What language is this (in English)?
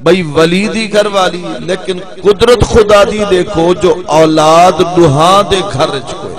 Saraiki